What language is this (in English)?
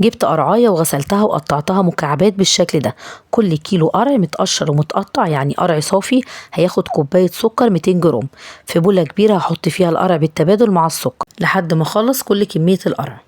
Egyptian Arabic